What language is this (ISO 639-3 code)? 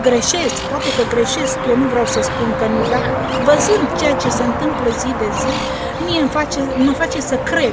ron